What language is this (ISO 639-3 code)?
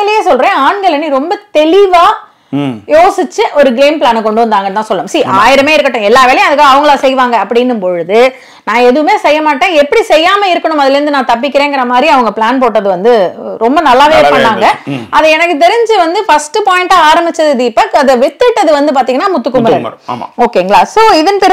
tam